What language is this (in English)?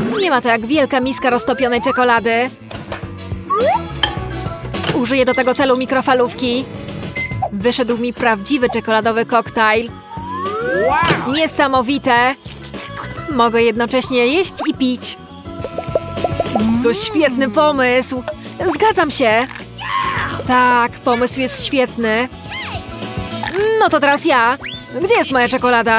Polish